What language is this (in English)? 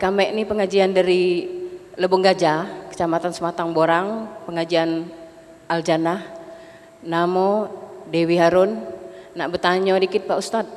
Musi